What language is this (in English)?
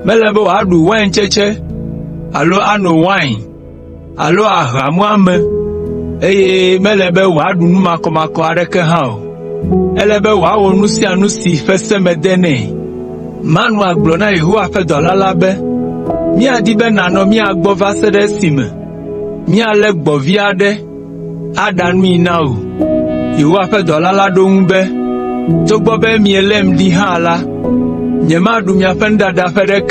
Ewe